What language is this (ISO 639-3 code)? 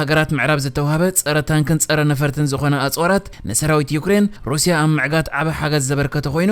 tir